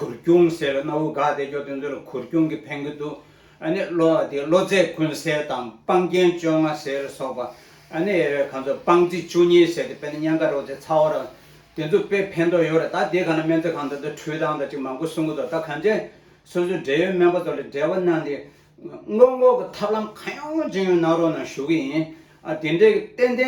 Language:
Tibetan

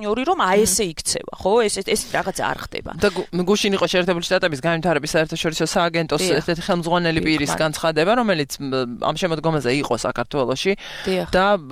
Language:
Georgian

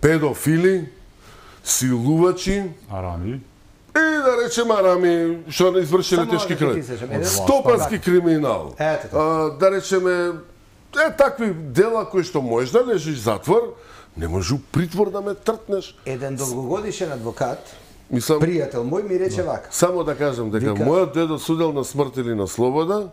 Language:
Macedonian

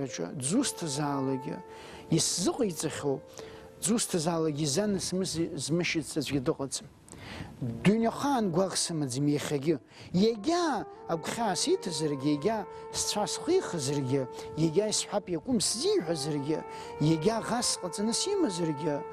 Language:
Abkhazian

